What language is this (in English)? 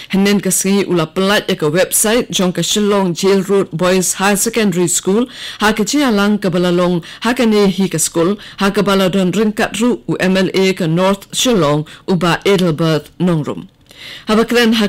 Khasi